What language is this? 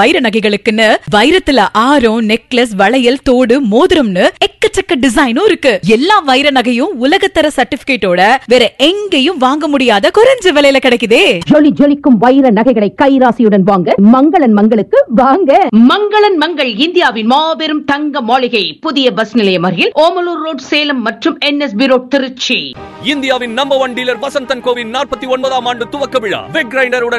Tamil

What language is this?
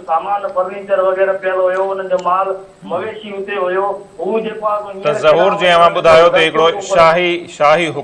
Sindhi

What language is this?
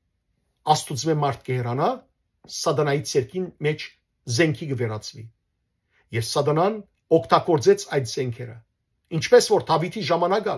Western Armenian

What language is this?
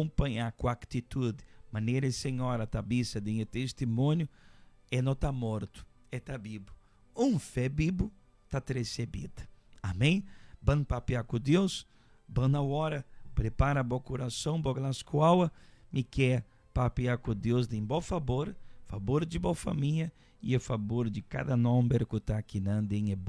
Papiamento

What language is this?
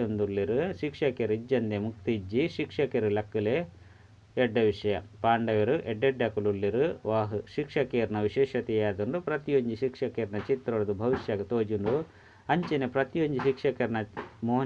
Tulu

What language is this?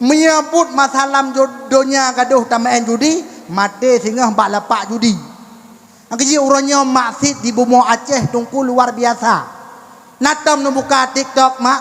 Achinese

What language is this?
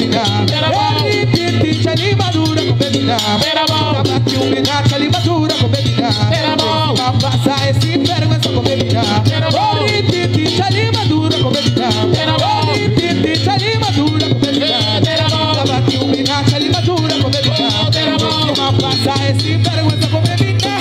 Papiamento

